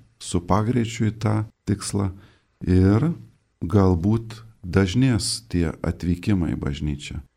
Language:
Lithuanian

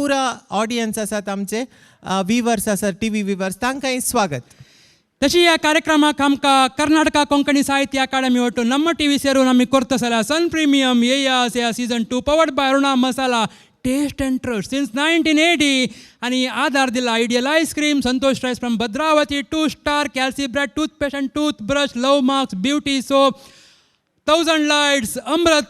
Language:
Konkani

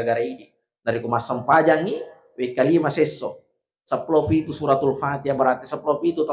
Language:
Buginese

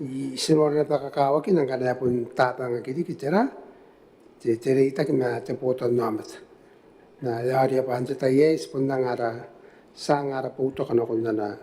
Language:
Gilbertese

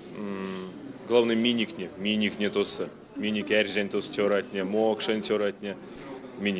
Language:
Erzya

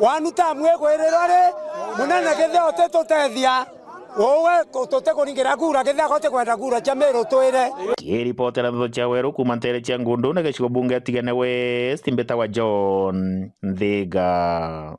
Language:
Meru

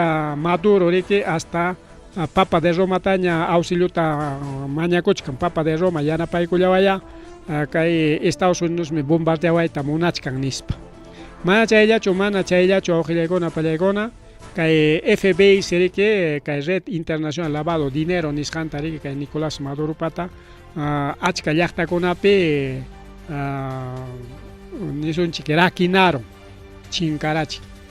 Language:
Ayacucho Quechua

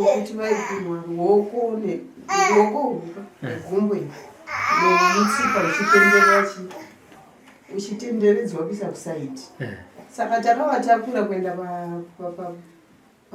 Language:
Shona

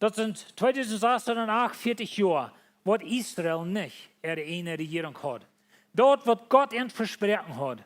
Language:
Plautdietsch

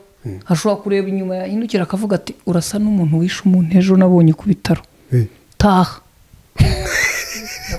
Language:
Kinyarwanda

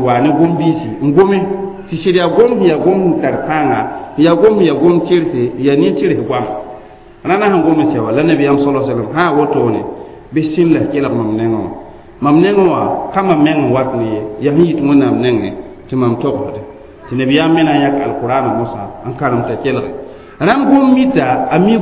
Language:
Mossi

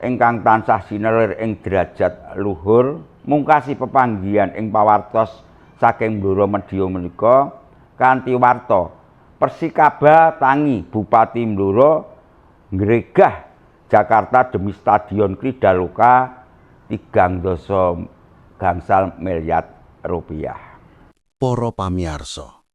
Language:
Javanese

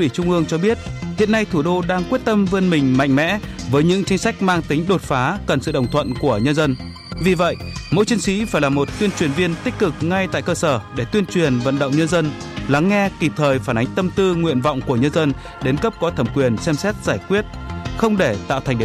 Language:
Vietnamese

